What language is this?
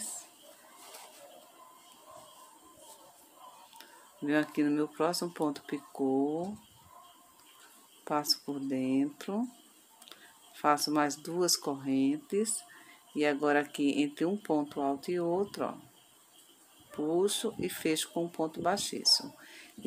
Portuguese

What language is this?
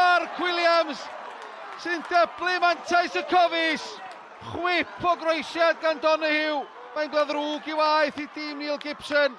Welsh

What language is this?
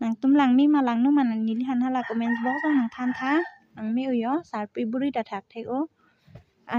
Karbi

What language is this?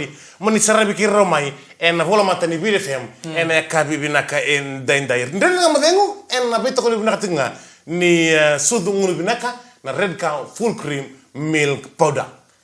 Fijian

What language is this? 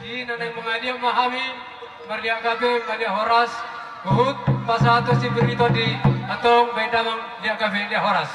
Batak Toba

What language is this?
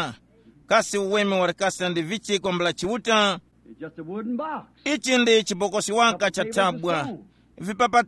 Tumbuka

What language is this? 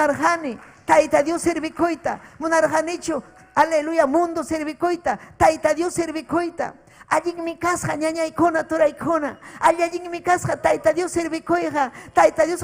Ayacucho Quechua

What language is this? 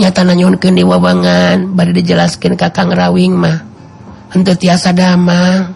Sundanese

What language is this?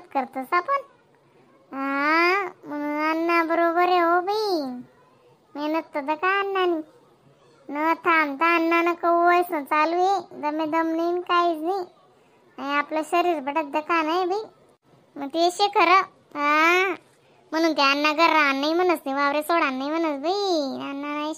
Khandesi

